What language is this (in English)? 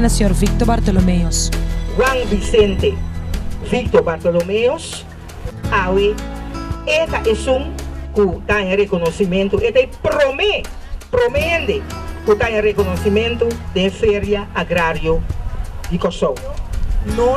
Papiamento